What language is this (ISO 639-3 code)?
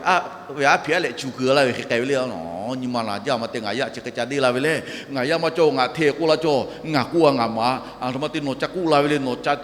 lhu